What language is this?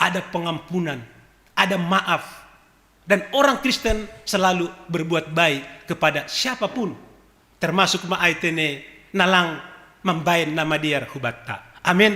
Batak Simalungun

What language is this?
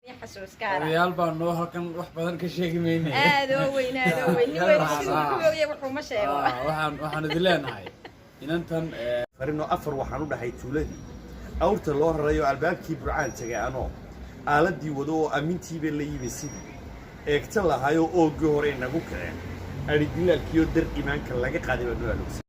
Somali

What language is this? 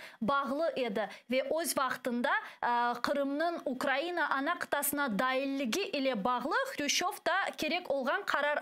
Crimean Tatar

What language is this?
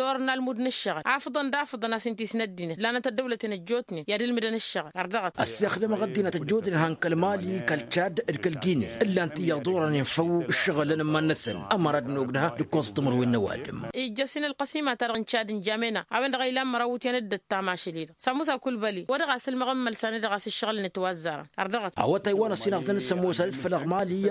Tamasheq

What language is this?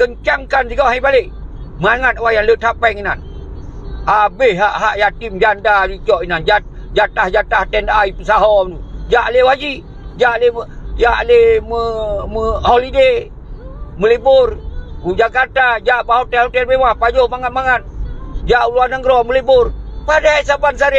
Achinese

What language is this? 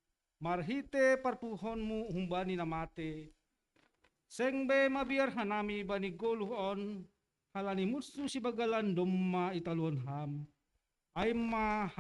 Batak Simalungun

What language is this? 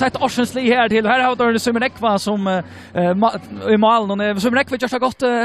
Faroese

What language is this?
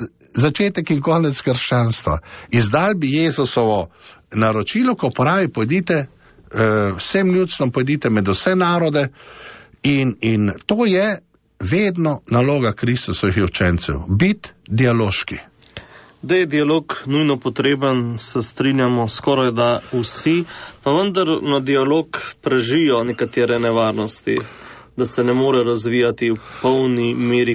Slovenian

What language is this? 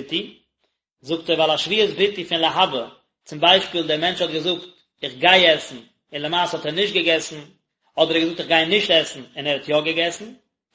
Yiddish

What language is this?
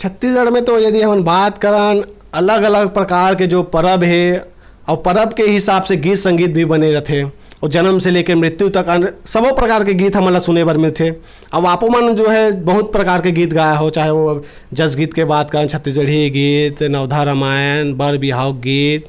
Chhattisgarhi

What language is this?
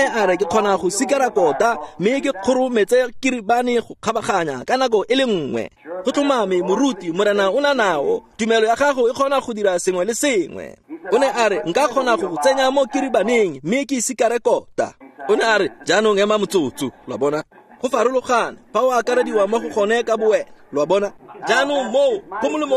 Tswana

